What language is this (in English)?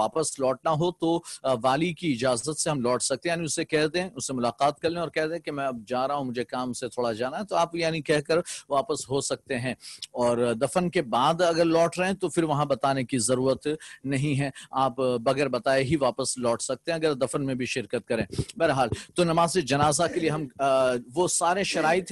Urdu